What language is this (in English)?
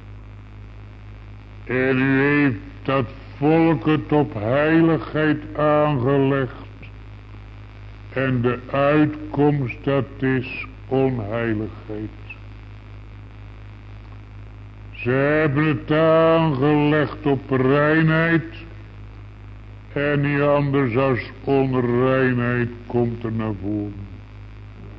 Dutch